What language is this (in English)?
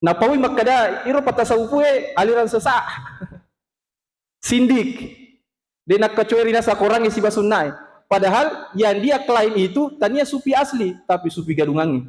Buginese